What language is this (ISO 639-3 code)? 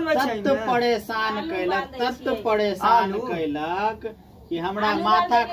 mai